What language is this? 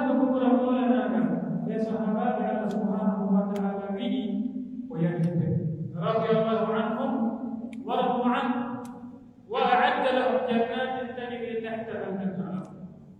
Pular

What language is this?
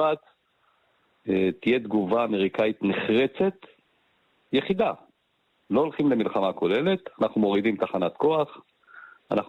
Hebrew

